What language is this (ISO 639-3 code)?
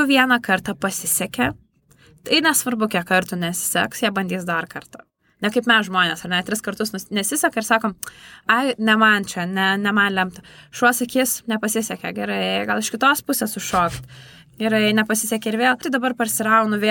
lit